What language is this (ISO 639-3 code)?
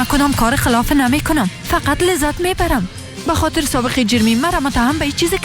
fas